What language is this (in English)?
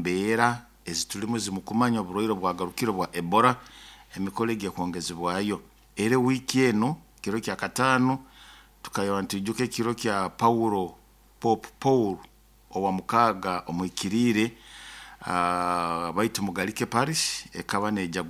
Nyoro